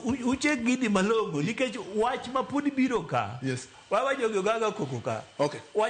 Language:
Luo (Kenya and Tanzania)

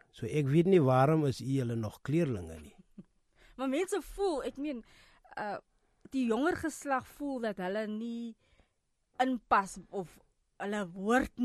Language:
Afrikaans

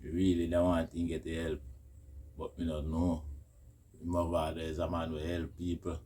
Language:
Jamaican Creole English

